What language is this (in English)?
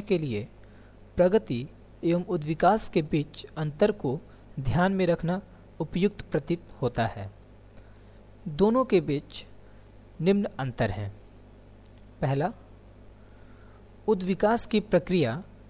Hindi